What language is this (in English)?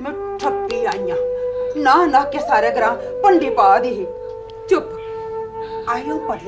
Dogri